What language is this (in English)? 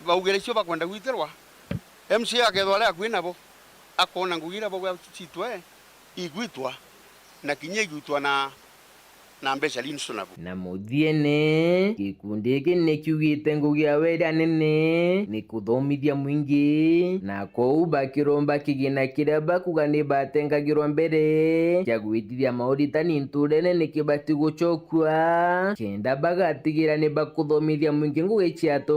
Meru